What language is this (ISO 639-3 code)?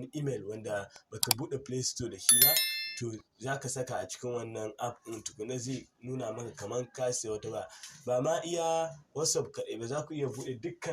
hau